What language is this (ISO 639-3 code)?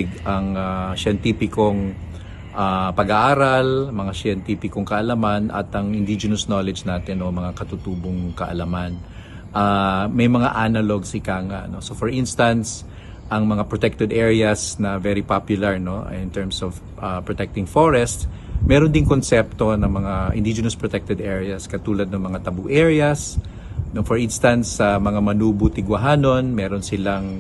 fil